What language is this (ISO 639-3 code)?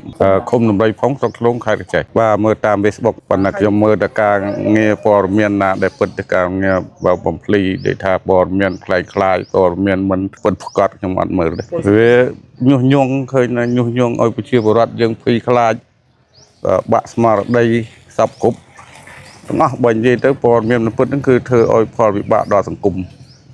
khm